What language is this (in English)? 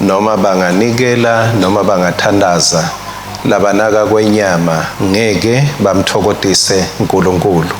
Swati